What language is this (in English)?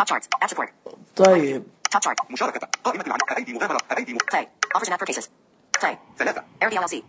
Najdi Arabic